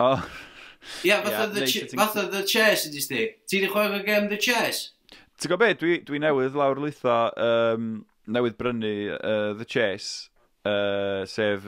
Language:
Welsh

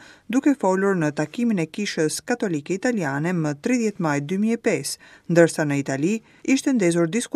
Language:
Albanian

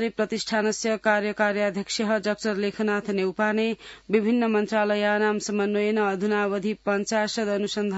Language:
Sanskrit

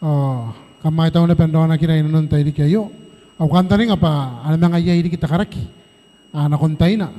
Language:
Gilbertese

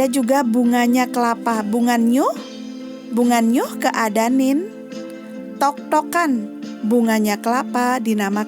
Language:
Balinese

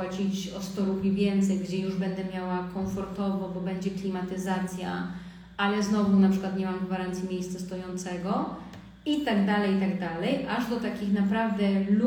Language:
Polish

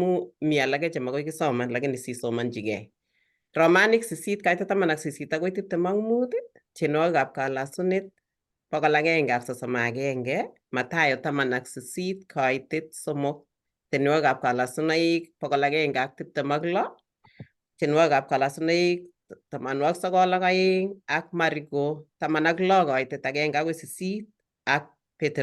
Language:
Kalenjin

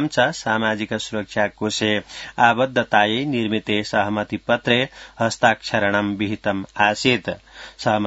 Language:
Sanskrit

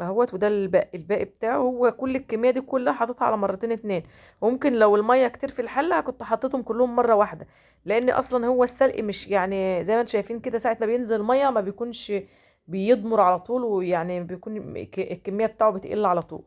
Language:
Egyptian Arabic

